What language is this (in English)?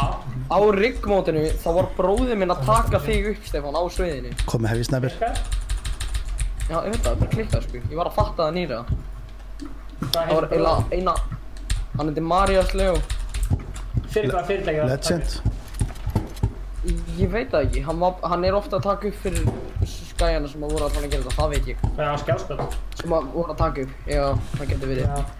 Icelandic